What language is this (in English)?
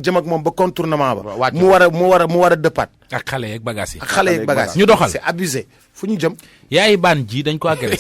Wolof